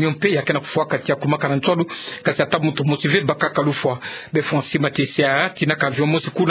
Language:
Kituba (Democratic Republic of Congo)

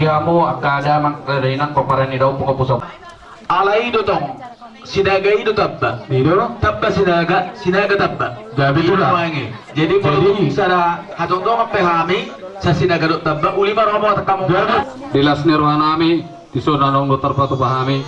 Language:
Batak Toba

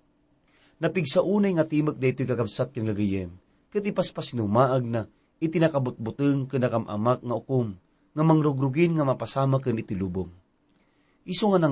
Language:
Iloko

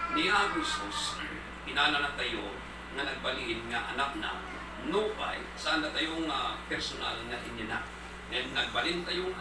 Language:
Iloko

